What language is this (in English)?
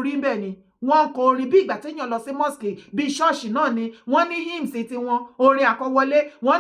Yoruba